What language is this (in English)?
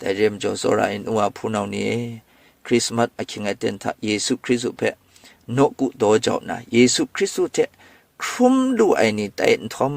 Kachin